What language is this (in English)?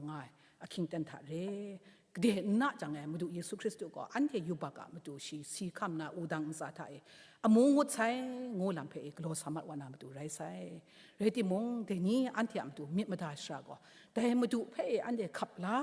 Kachin